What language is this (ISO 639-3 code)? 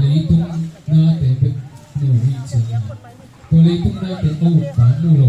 ctd